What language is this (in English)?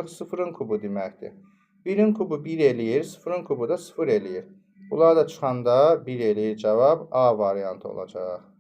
Azerbaijani